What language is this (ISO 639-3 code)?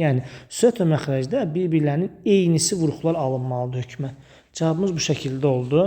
aze